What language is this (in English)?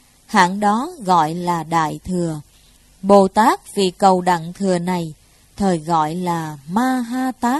Vietnamese